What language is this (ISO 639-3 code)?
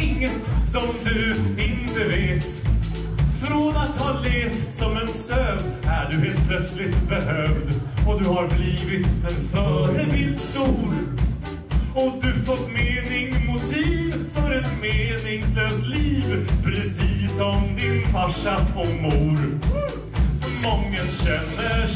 swe